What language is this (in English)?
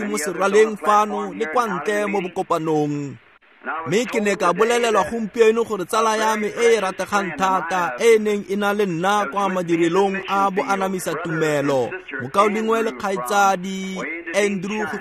Tswana